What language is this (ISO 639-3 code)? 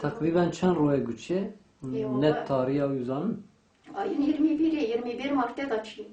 kur